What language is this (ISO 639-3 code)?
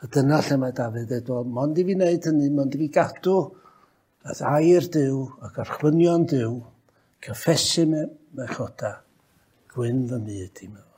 cym